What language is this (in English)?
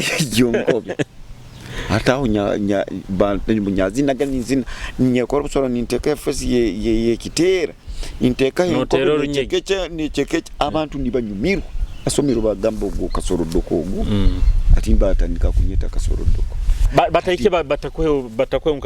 Nyoro